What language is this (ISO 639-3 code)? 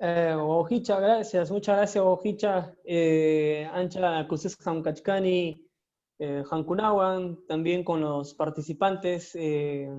que